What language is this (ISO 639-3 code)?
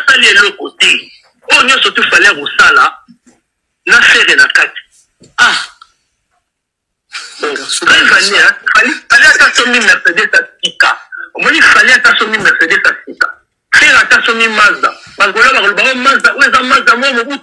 fra